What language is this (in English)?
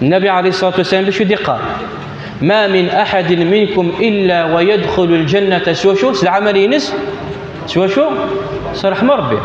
Kabyle